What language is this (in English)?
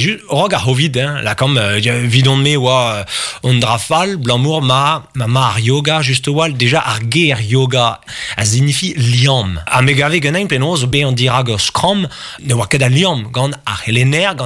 Breton